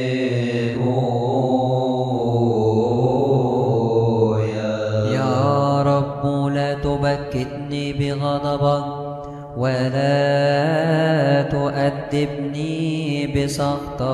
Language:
Arabic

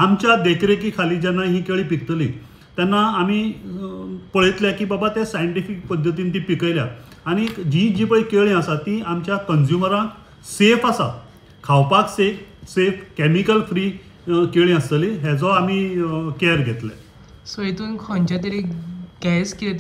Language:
Konkani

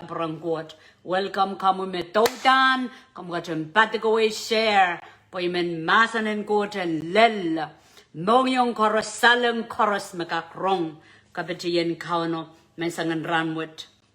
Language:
Pohnpeian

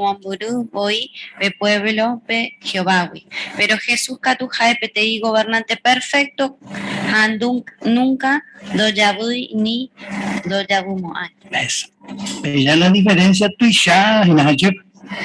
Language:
Guarani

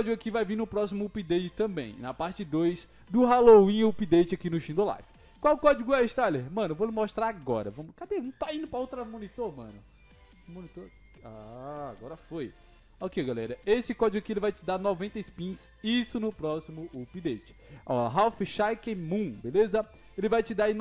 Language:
Portuguese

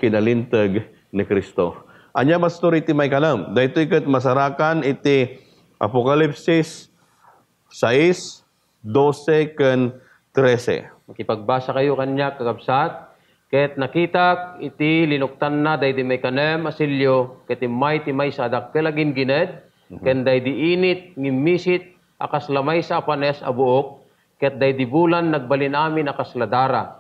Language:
Iloko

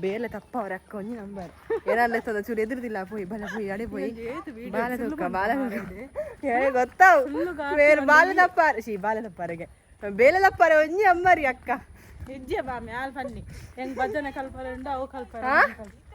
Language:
Tulu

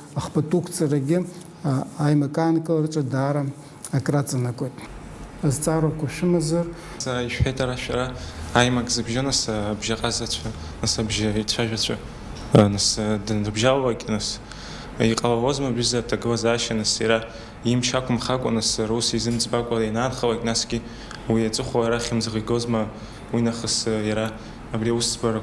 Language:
Abkhazian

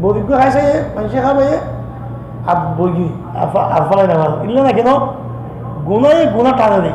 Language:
Rohingya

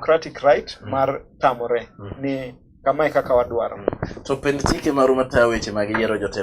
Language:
Luo (Kenya and Tanzania)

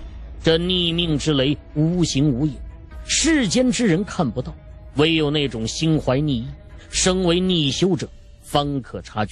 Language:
Chinese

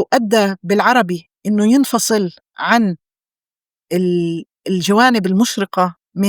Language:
North Levantine Arabic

